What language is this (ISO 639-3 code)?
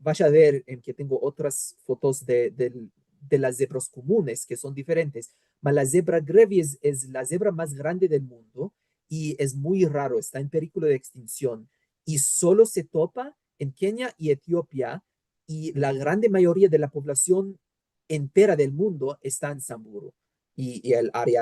lad